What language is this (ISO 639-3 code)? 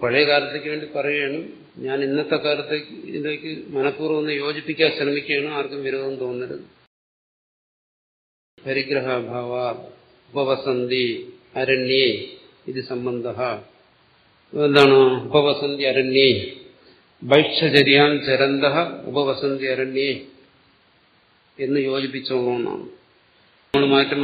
mal